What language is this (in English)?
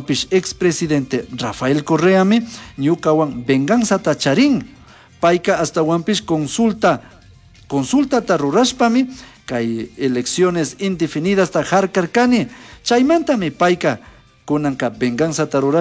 Chimborazo Highland Quichua